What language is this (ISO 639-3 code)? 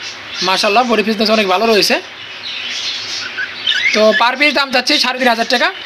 ben